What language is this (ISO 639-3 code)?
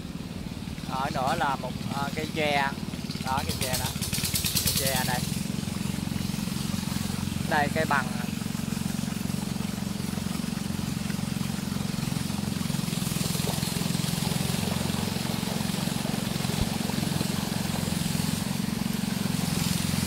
vie